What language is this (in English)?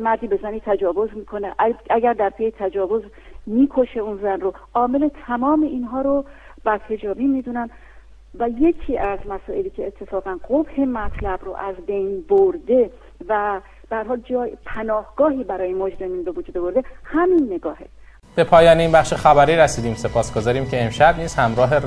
Persian